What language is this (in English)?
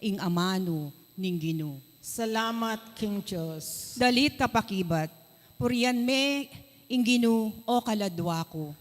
Pampanga